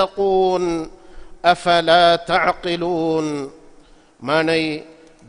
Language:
Divehi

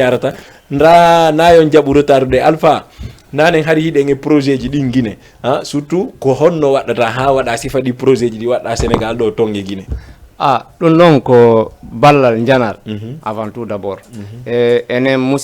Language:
Fula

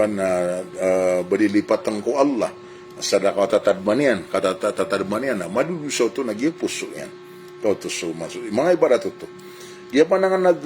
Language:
Maranao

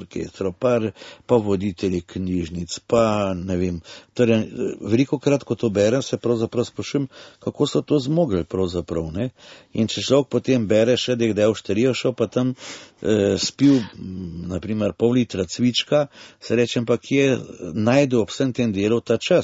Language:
Slovenian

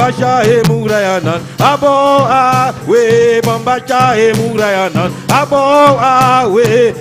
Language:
Papiamento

